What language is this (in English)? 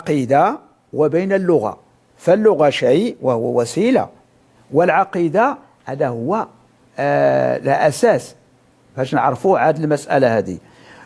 Moroccan Arabic